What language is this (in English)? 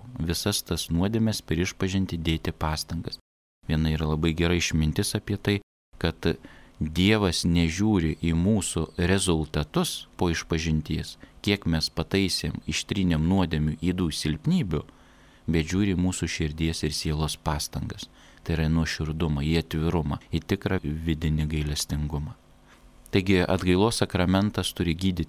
Lithuanian